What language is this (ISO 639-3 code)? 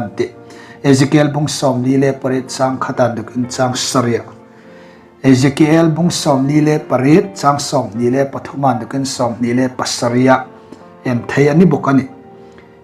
hmr